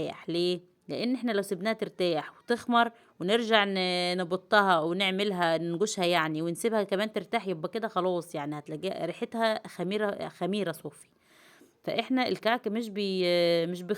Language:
Egyptian Arabic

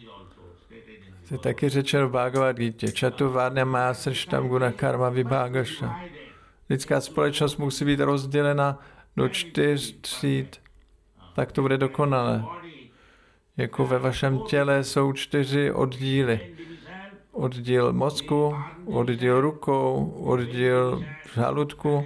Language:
Czech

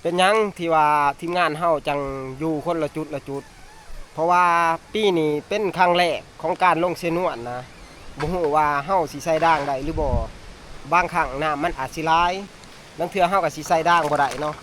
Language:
Northeastern Thai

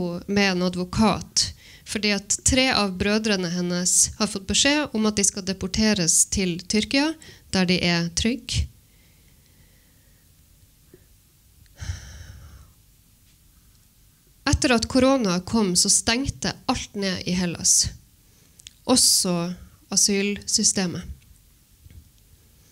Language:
Norwegian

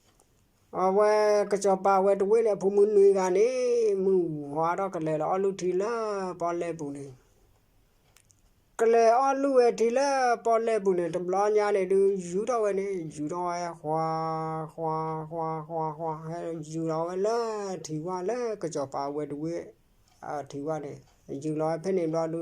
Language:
S'gaw Karen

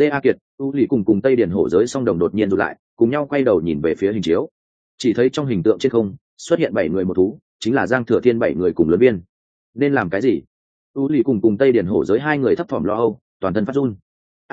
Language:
Vietnamese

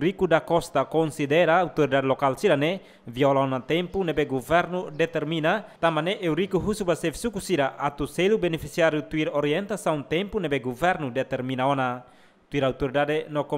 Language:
Tetum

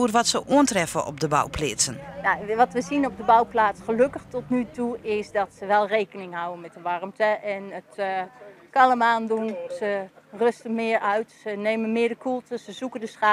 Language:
Western Frisian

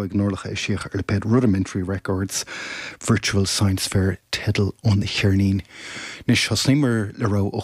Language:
Irish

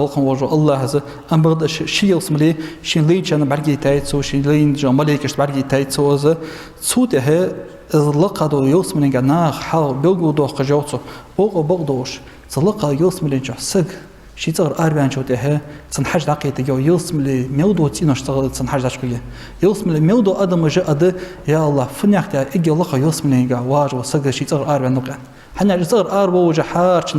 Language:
Ingush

